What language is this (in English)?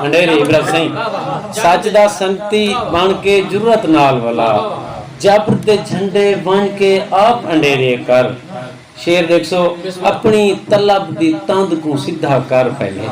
Saraiki